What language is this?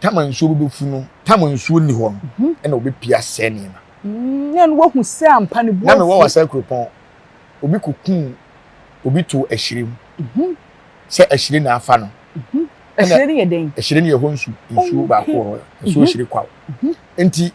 Akan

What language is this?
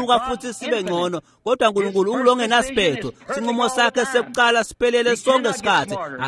Swati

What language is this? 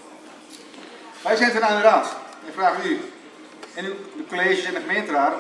Dutch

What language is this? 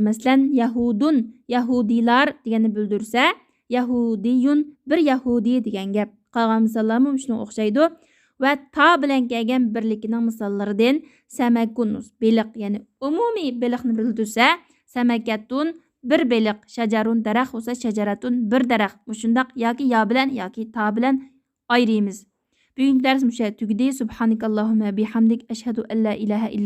Uyghur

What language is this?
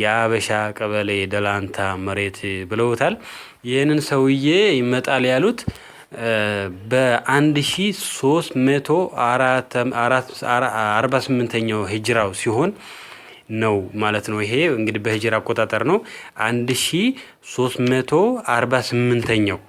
Amharic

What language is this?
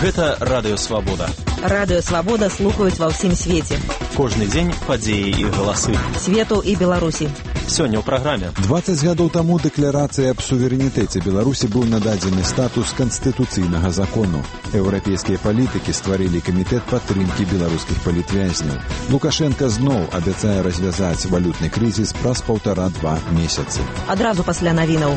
Belarusian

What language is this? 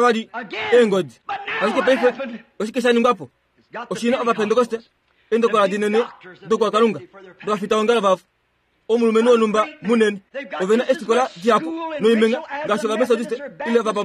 Kuanyama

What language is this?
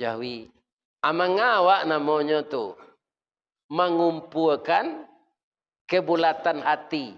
Minangkabau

